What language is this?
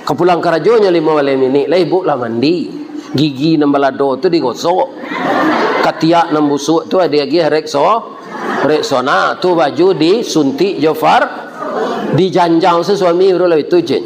Minangkabau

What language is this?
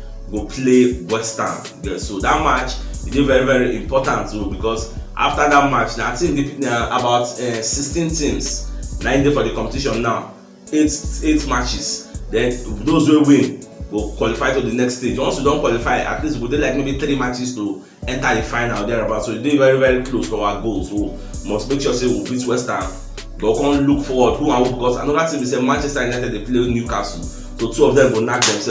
Nigerian Pidgin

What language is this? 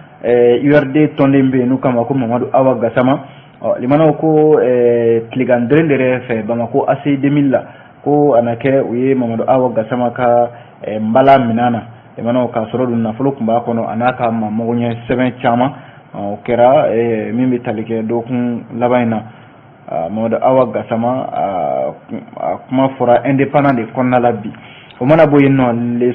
Bambara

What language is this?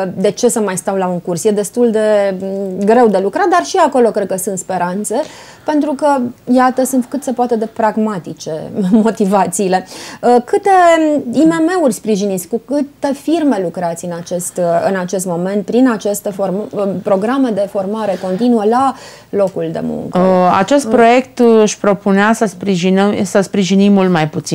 Romanian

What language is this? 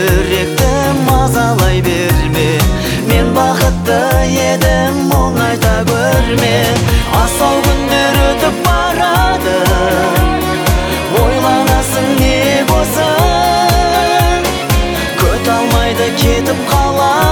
Kazakh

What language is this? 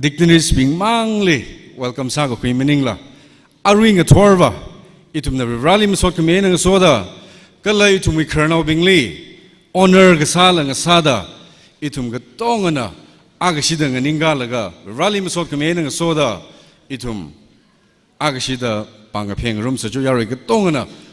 Tangkhul Naga (India)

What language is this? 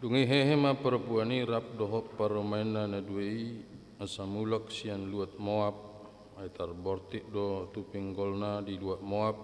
Batak Toba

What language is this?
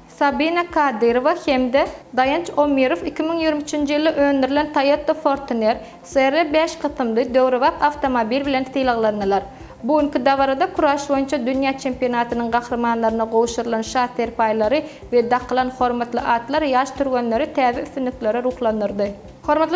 Turkmen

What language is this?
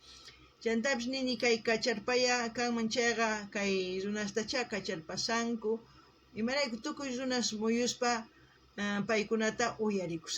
South Bolivian Quechua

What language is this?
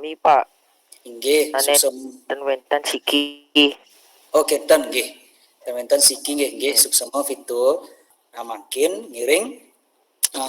Balinese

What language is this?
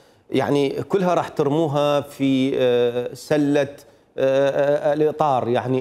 Mesopotamian Arabic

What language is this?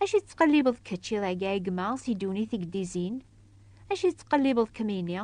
Kabyle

